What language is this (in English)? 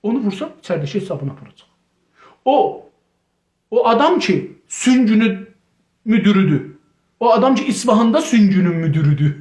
South Azerbaijani